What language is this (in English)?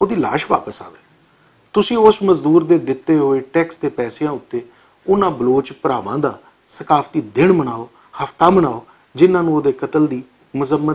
Western Panjabi